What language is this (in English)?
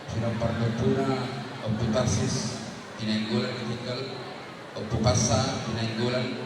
Batak Toba